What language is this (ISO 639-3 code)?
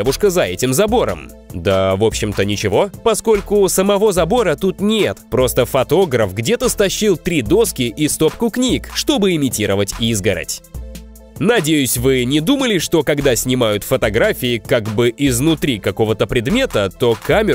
rus